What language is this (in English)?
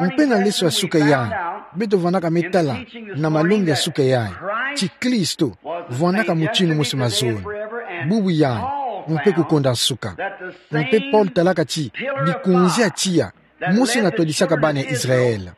Kituba (Democratic Republic of Congo)